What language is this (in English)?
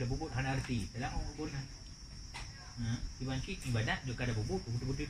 Achinese